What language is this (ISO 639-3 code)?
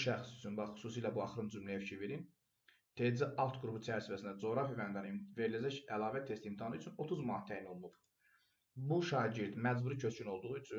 aze